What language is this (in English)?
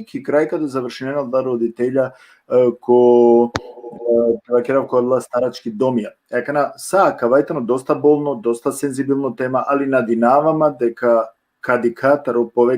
Balkan Romani